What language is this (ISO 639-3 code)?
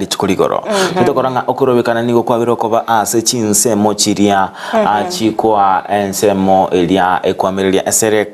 guz